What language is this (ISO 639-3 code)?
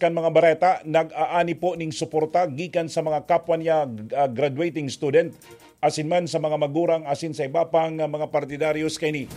bik